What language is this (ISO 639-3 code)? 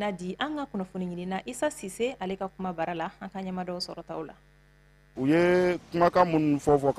bam